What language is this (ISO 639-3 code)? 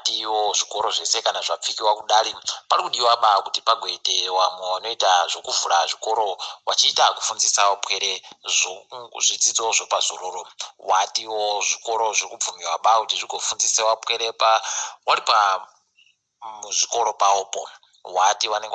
ndc